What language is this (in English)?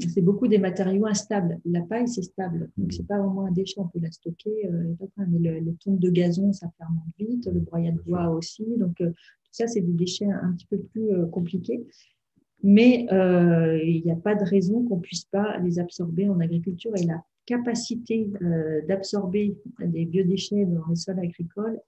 French